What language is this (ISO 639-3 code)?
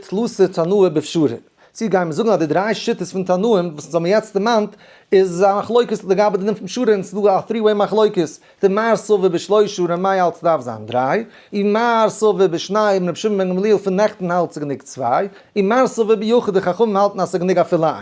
yid